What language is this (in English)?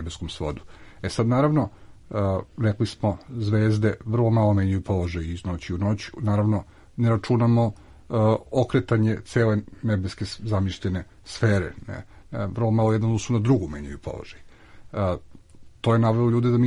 Serbian